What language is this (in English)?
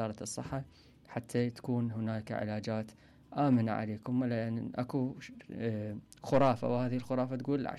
Mesopotamian Arabic